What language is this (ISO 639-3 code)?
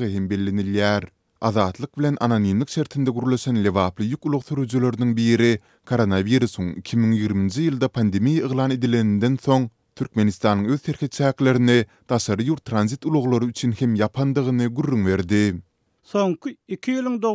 tuk